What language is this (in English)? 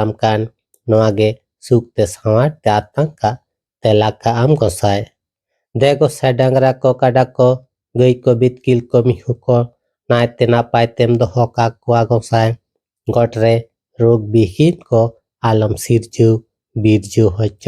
Santali